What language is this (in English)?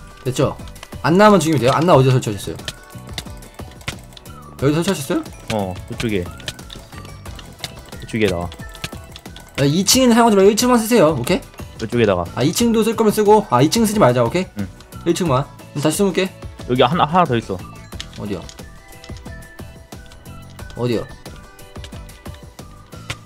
Korean